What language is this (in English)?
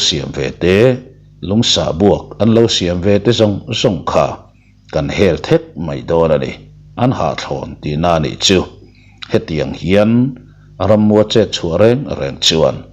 Mizo